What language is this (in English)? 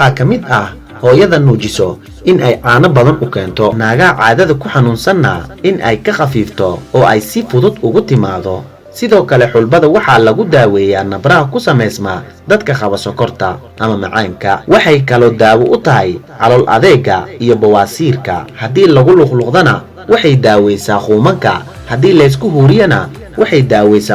Somali